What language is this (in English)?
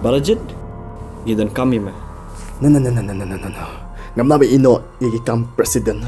Khasi